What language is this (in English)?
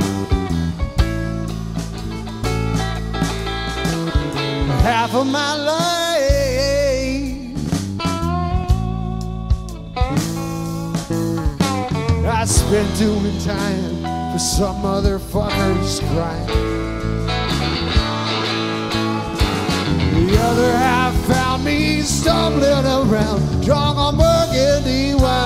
English